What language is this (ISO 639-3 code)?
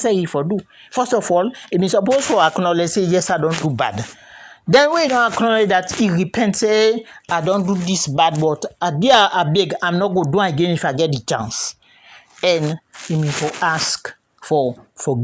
kri